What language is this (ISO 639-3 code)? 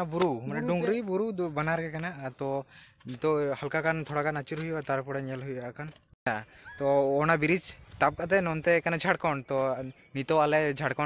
sat